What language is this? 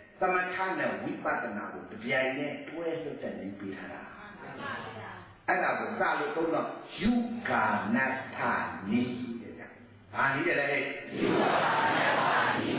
Burmese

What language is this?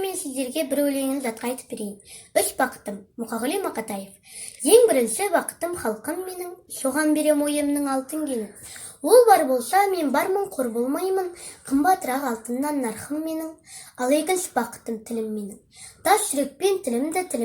Kazakh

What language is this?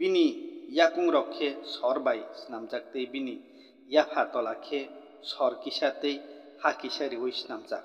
Kok Borok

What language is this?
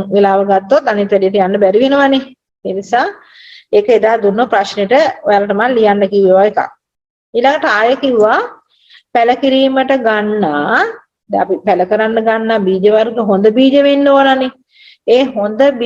Sinhala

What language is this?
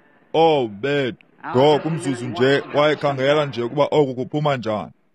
Xhosa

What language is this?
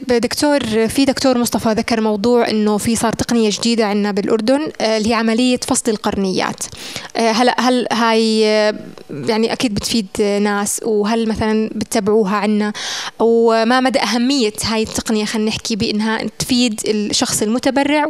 North Levantine Arabic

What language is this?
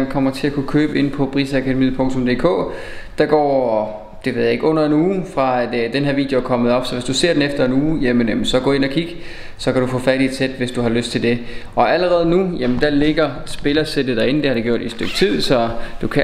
Danish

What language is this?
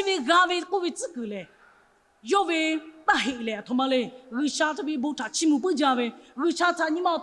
Lahu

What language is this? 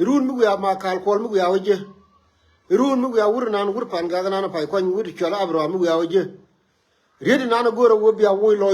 Nuer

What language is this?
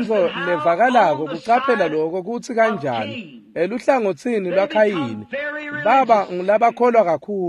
Swati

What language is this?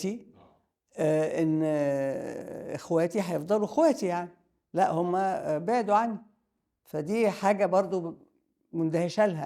Egyptian Arabic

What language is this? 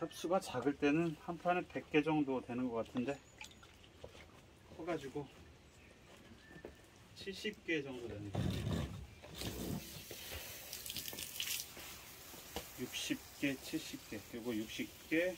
Korean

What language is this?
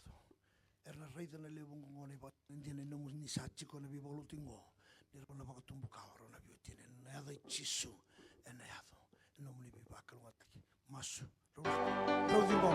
Fijian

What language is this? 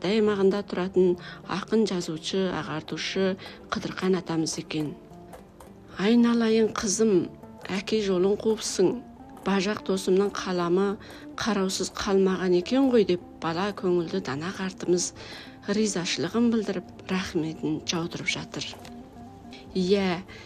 Kazakh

